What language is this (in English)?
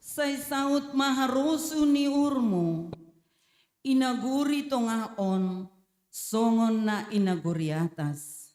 Batak Simalungun